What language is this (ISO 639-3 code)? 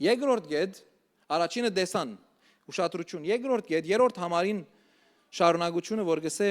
hyw